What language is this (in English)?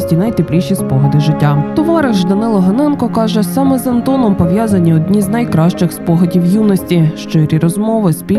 Ukrainian